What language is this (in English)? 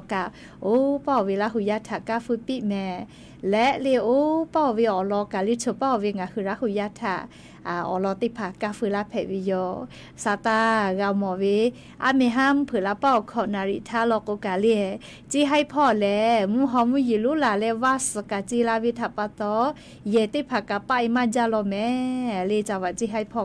Lahu